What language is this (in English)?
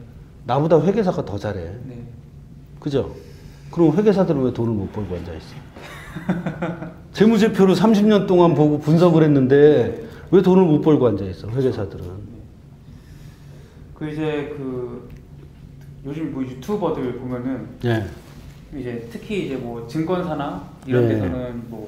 Korean